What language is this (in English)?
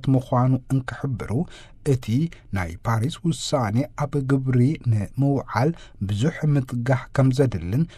Tigrinya